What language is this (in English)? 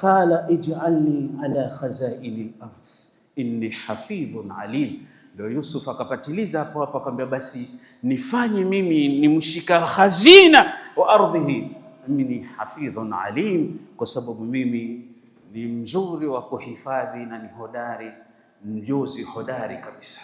Swahili